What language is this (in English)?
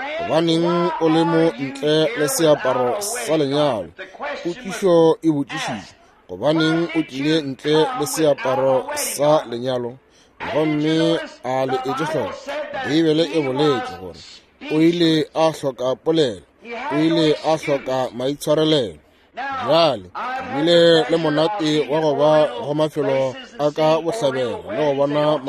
Northern Sotho